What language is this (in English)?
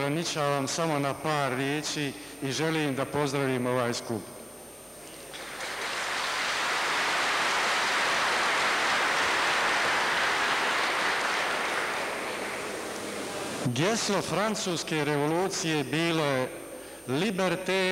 Bosnian